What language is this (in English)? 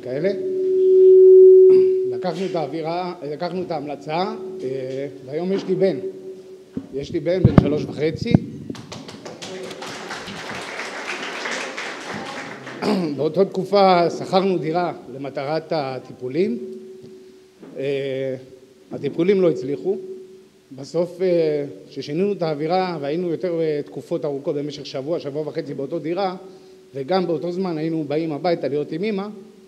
Hebrew